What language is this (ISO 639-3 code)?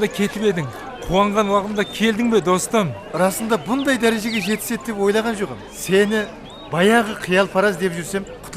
kaa